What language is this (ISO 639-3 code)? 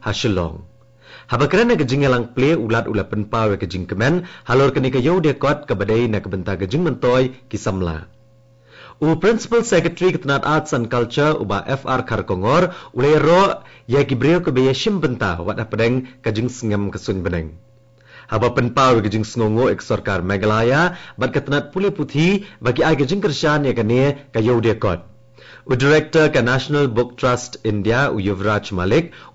kha